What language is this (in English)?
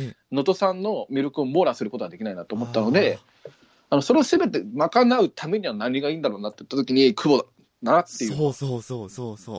Japanese